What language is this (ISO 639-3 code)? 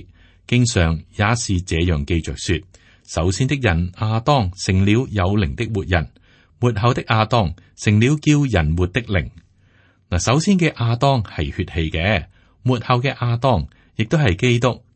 yue